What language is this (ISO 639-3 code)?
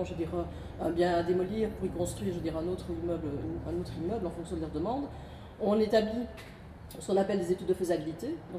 fra